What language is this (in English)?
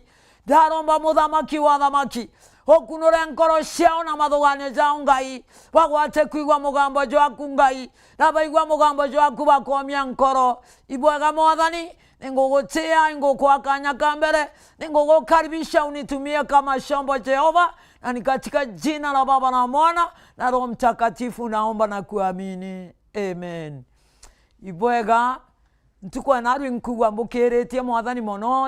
Meru